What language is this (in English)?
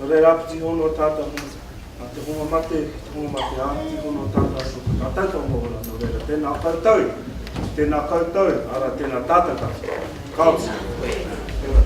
Māori